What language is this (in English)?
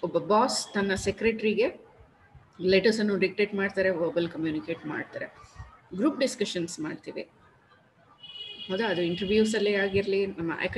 Kannada